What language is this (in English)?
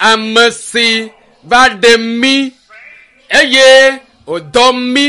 Ewe